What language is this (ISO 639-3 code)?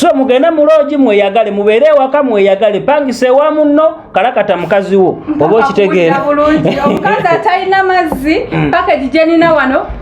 lug